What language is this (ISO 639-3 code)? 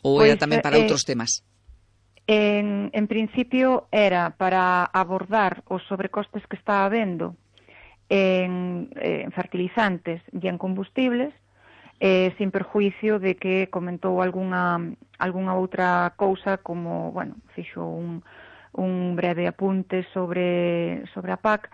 glg